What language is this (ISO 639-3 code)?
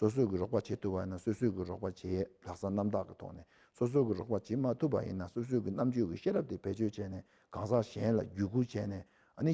bod